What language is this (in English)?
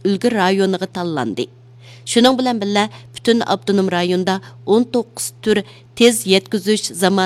Uyghur